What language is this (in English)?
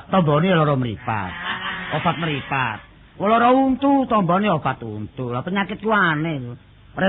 Javanese